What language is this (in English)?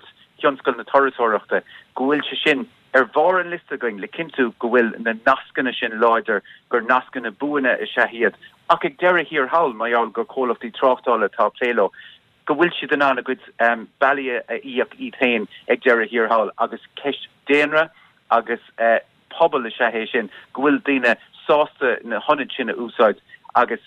Irish